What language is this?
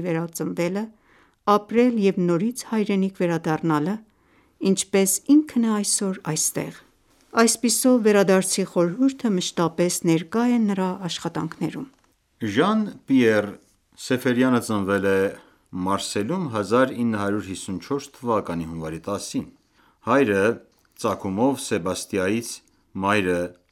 Armenian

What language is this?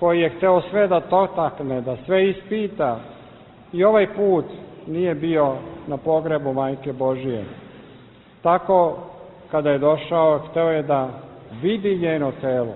Serbian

